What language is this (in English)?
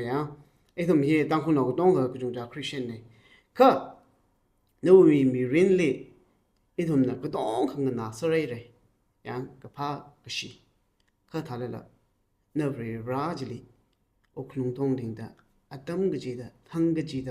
Tangkhul Naga (India)